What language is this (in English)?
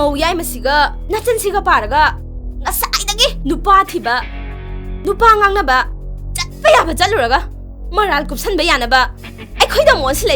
Manipuri